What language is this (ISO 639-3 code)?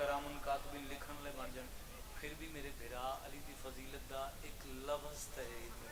phr